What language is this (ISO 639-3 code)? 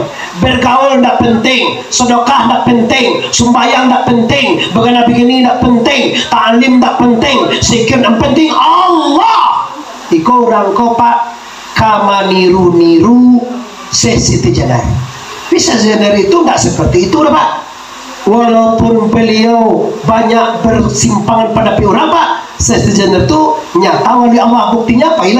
min